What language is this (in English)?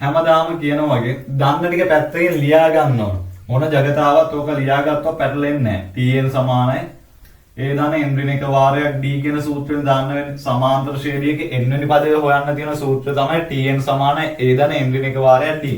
Sinhala